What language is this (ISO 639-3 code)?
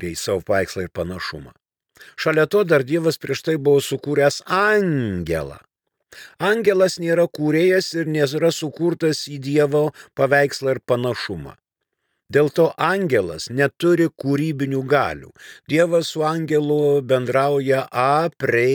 lit